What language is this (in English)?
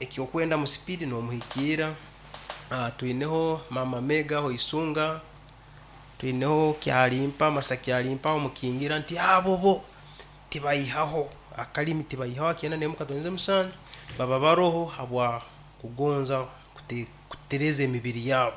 Nyoro